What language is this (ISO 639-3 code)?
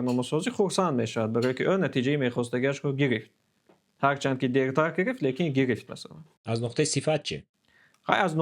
tgk